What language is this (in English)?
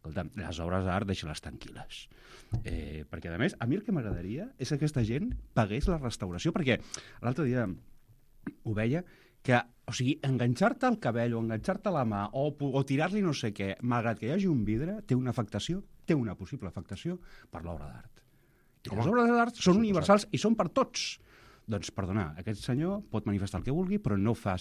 Catalan